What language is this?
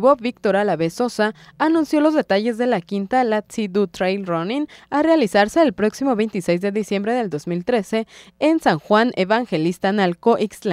Spanish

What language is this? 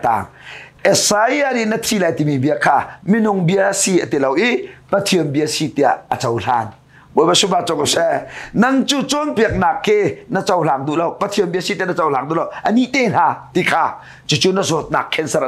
Hakha Chin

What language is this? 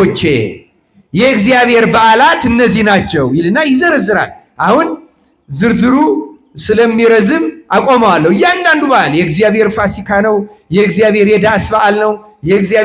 Amharic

